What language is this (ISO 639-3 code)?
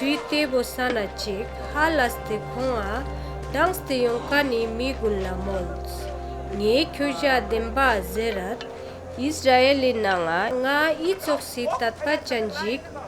lbj